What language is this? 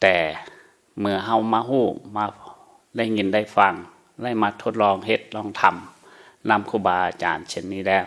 Lao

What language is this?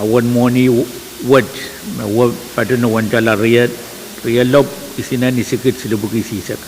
Pohnpeian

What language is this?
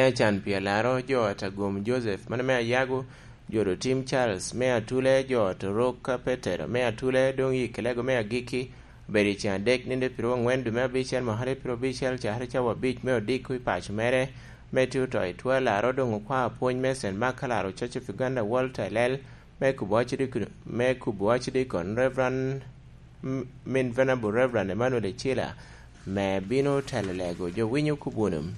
Lango (Uganda)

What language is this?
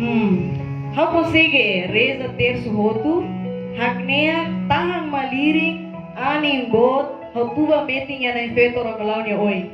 Tetum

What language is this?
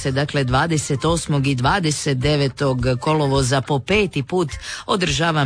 Croatian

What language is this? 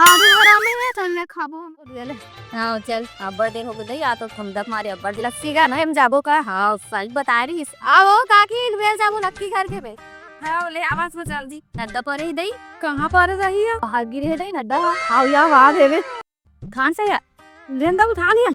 Chhattisgarhi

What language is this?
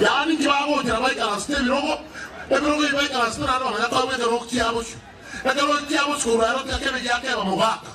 Gusii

